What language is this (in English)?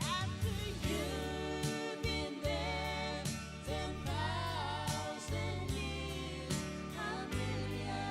Gilbertese